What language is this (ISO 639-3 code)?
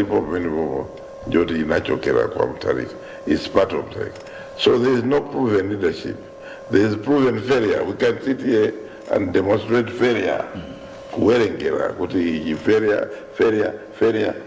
nya